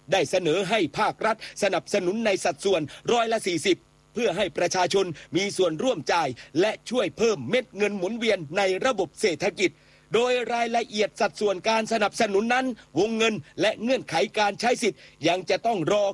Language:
Thai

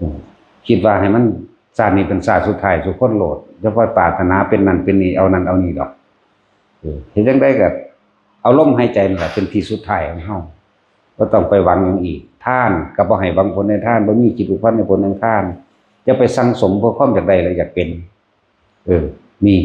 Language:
Northeastern Thai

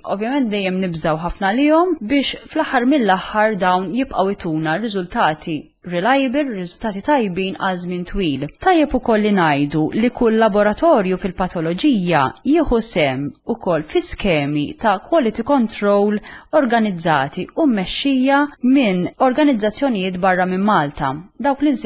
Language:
Maltese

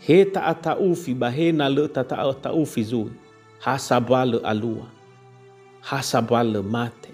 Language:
Nias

